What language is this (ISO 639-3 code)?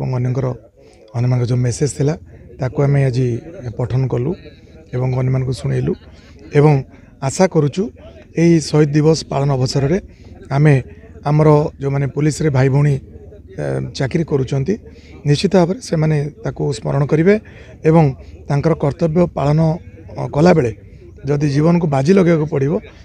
ori